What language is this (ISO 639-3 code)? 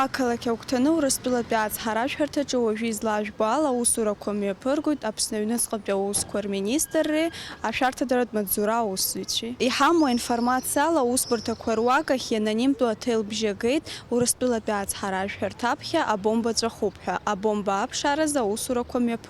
abk